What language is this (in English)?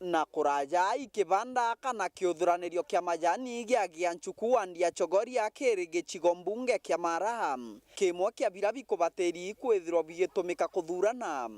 Meru